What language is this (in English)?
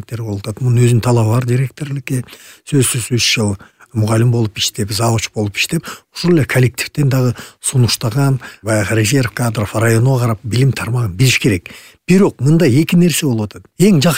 Kyrgyz